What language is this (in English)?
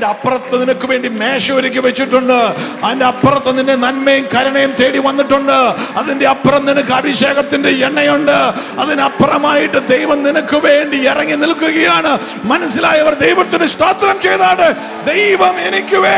Malayalam